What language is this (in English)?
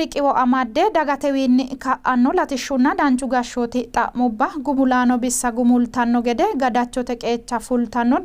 Sidamo